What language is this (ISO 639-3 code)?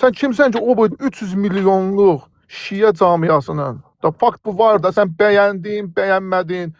aze